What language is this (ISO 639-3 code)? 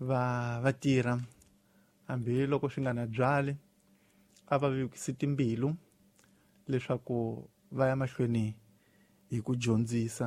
tso